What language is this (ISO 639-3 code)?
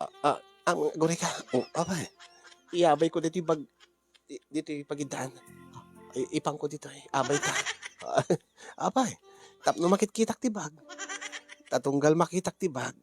ilo